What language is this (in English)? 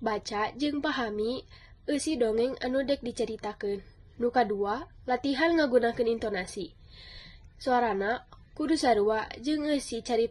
Sundanese